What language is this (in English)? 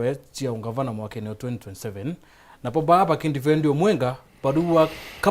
Meru